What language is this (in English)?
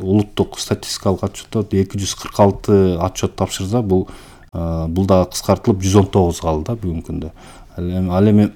Kyrgyz